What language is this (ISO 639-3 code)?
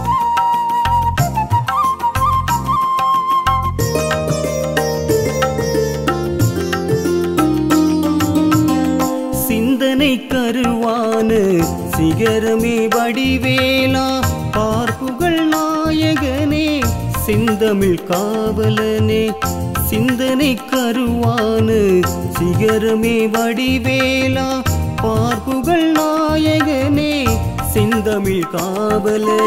tam